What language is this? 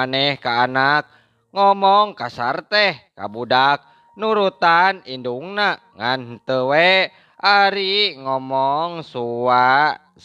Sundanese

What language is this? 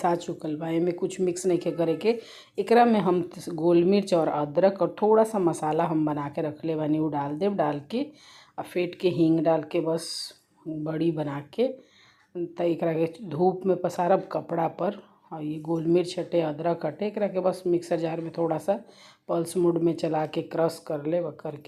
Bhojpuri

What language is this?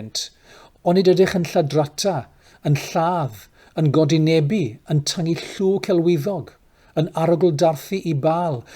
Welsh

